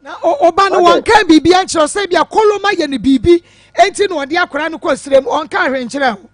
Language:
Akan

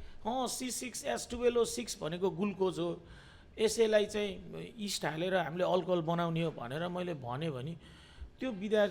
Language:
Nepali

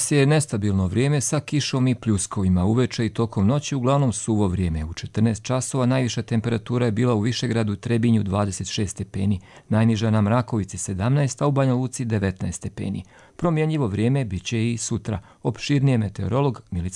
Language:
Croatian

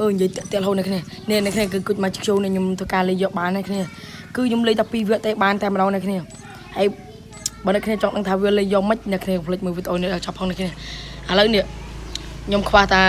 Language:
Khmer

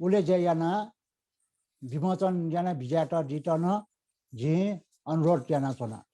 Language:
Newari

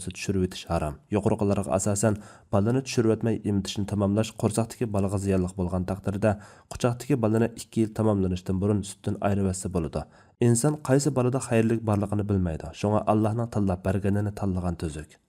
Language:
Uyghur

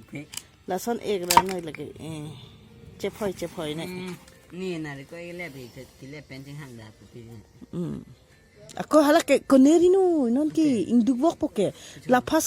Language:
Karbi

